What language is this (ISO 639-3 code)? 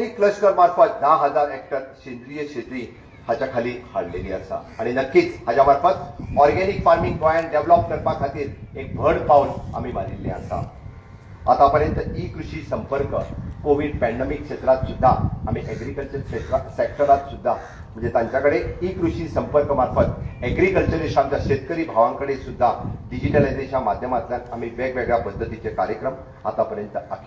kok